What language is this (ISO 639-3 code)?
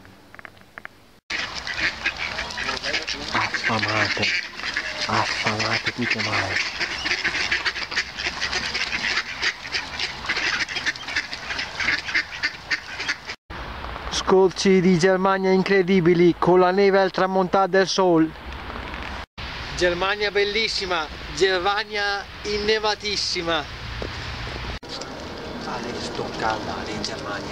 ita